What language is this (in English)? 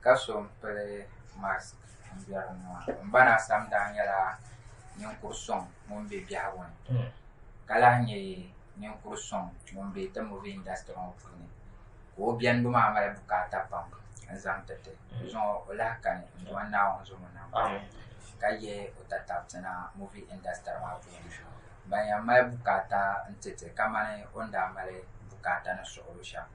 Dagbani